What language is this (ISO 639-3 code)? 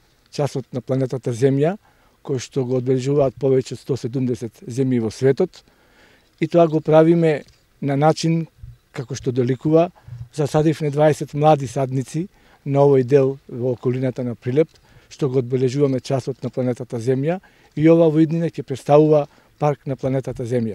mkd